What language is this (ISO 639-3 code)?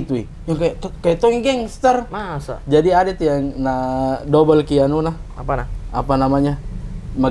mfp